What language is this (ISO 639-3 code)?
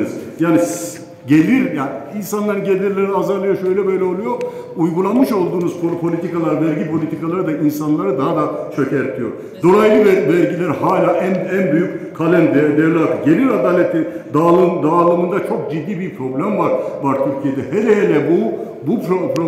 tur